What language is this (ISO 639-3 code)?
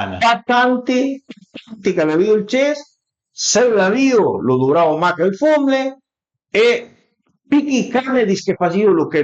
pms